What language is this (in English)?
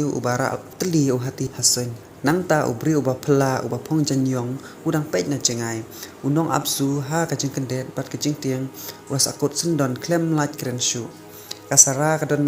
Khasi